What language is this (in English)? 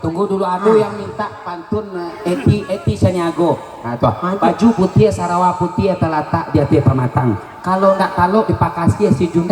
Minangkabau